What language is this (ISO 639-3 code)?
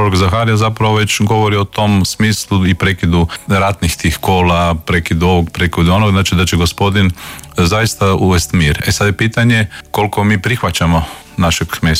hrv